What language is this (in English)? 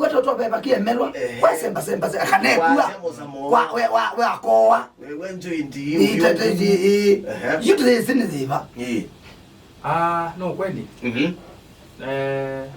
Kamba